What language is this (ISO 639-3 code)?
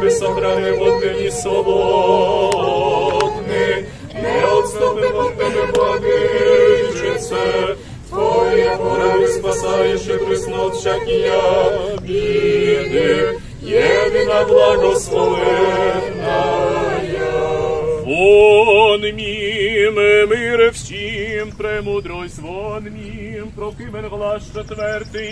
rue